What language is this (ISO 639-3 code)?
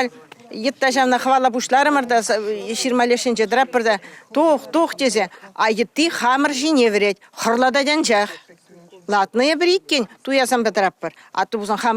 chv